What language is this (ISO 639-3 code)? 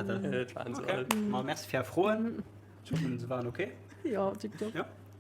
ltz